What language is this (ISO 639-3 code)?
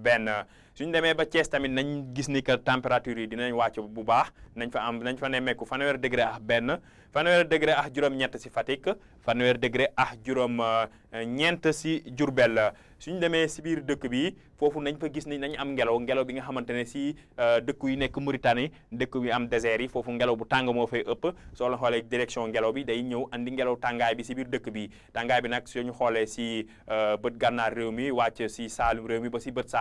wol